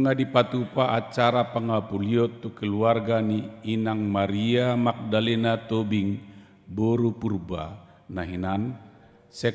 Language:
Batak Toba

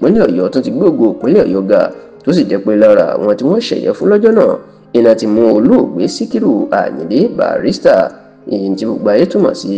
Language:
Yoruba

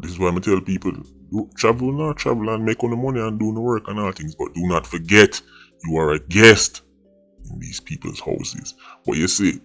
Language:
Jamaican Creole English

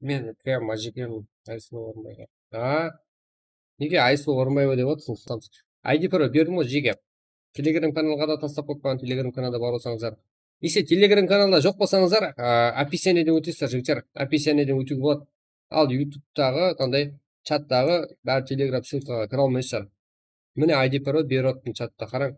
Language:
Kara-Kalpak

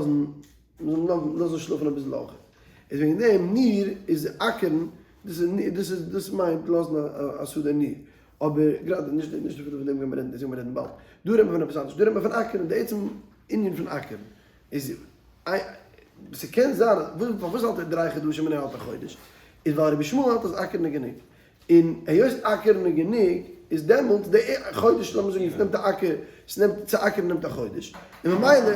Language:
Yiddish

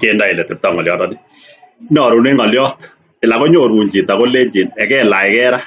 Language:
Kalenjin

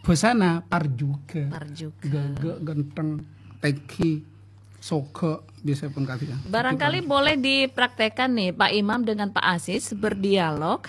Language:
Madurese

